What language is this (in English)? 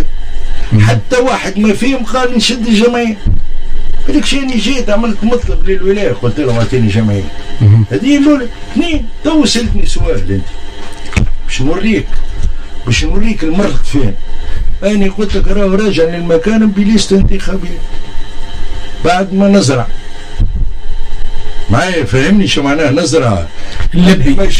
Tunisian Arabic